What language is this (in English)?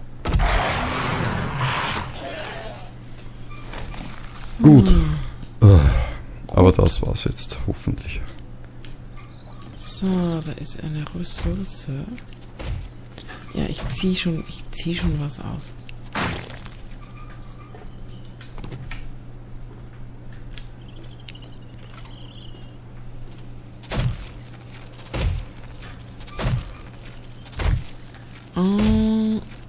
German